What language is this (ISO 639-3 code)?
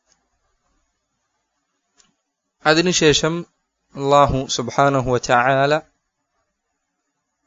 mal